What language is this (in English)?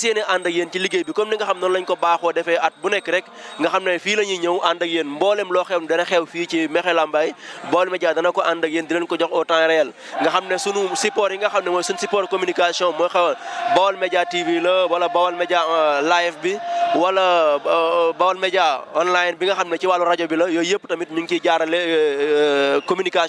Wolof